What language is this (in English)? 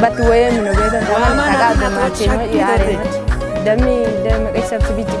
Kafa